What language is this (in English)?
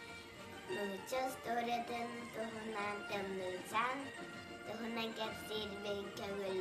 Yakut